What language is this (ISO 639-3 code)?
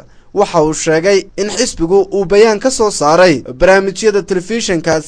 som